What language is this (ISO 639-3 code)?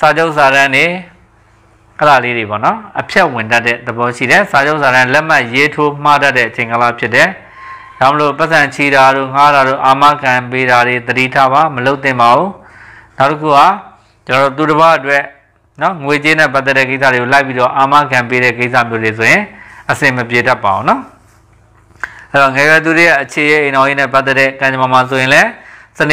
mya